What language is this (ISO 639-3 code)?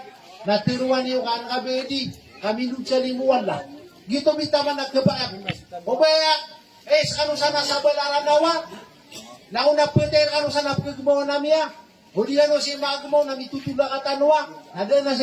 mrw